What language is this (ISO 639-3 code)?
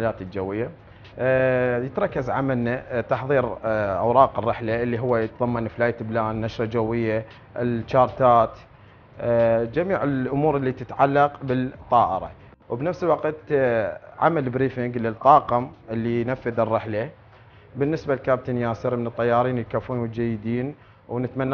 acm